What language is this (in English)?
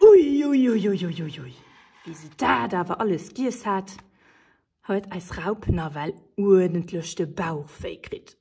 Luxembourgish